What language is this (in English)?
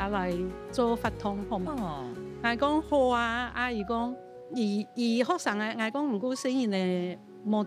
Hakka Chinese